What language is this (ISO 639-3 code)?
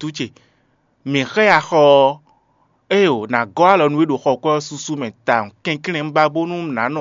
fon